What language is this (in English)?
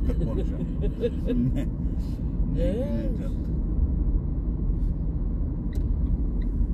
Turkish